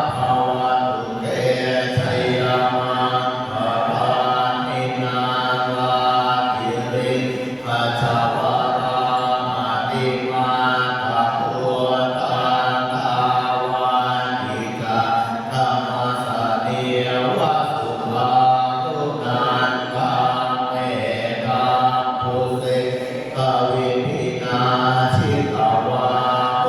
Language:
Pali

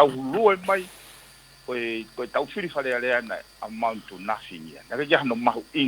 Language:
Tongan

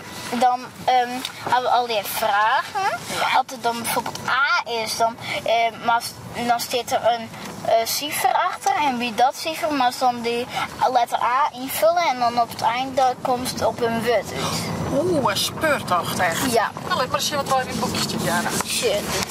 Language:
Western Frisian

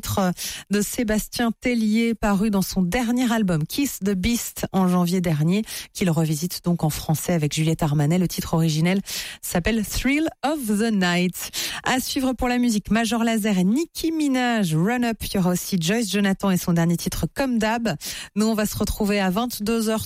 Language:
French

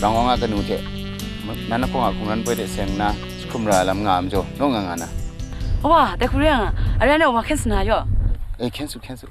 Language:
Kachin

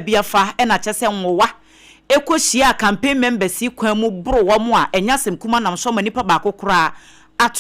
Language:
Akan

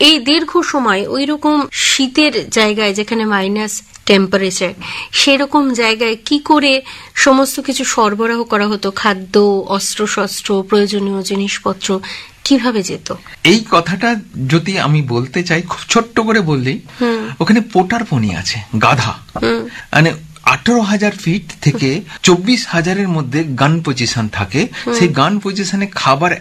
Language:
Bangla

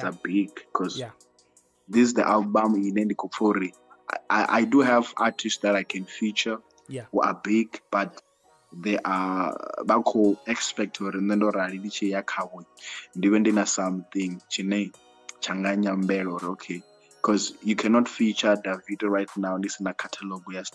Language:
Venda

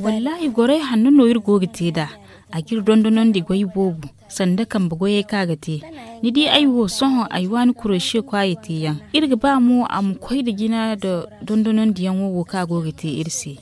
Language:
Zarma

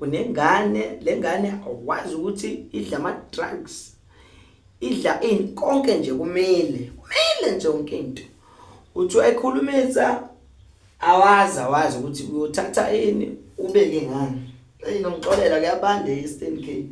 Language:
Zulu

